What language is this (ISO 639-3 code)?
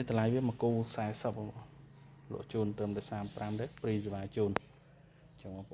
khm